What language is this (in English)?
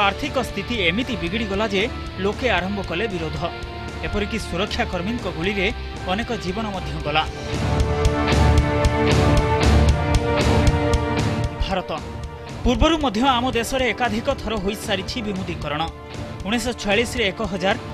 Odia